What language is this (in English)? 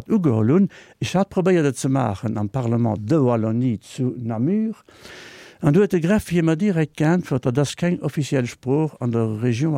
Luxembourgish